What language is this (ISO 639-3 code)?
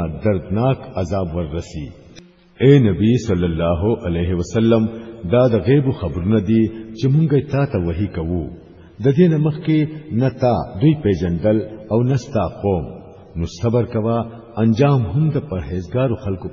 pus